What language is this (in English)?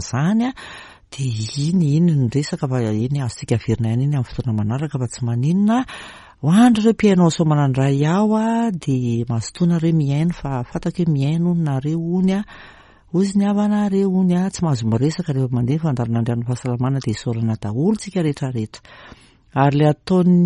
Malagasy